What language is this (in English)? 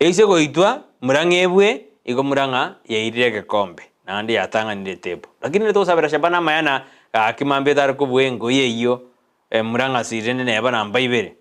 Gusii